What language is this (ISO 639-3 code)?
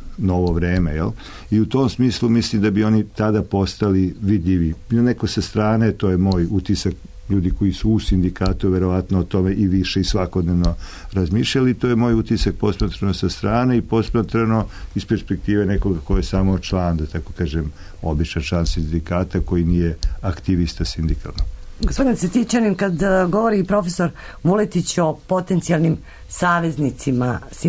srp